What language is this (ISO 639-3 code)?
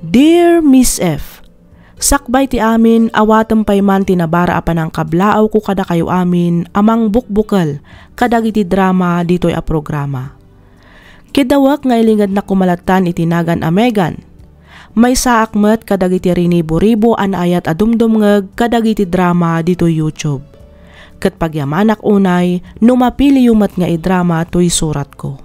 ilo